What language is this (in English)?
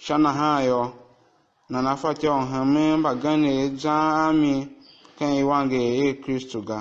Tiv